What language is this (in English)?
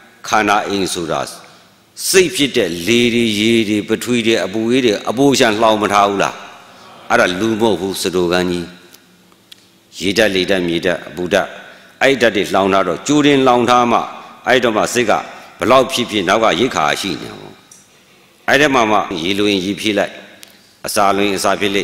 Burmese